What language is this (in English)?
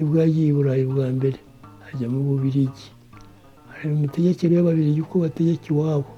Kinyarwanda